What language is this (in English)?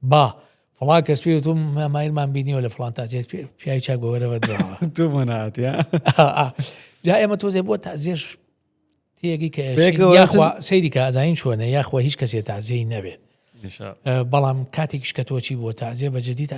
Central Kurdish